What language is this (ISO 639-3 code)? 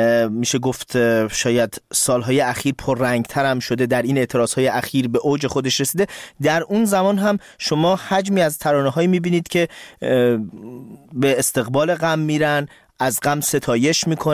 fas